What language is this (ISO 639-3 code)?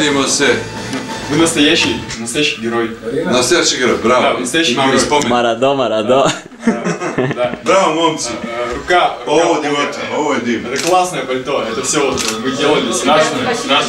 rus